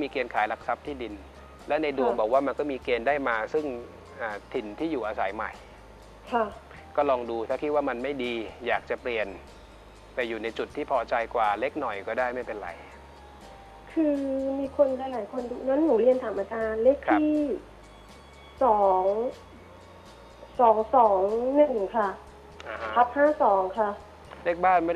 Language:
Thai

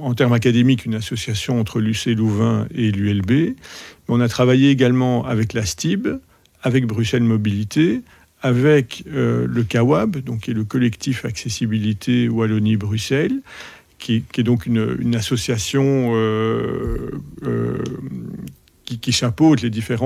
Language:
French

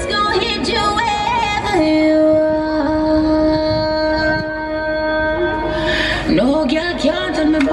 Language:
Dutch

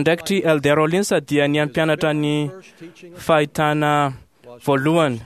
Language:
Malagasy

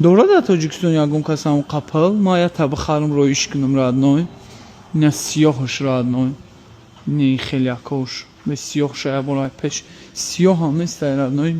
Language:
Tajik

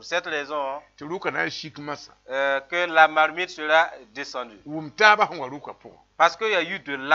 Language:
Mossi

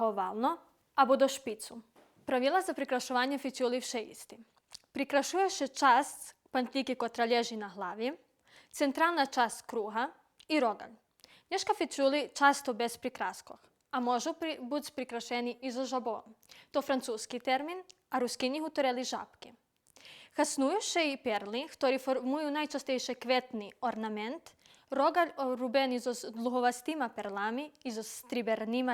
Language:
Rusyn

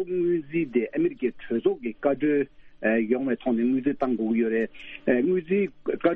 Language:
Tibetan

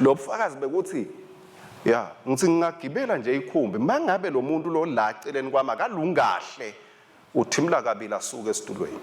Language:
Swati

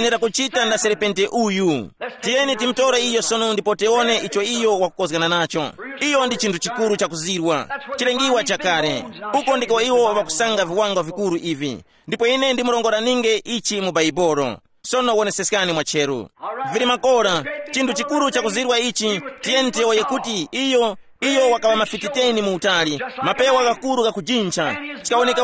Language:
Tumbuka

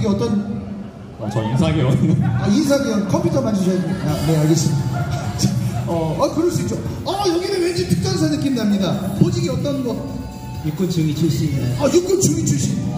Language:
Korean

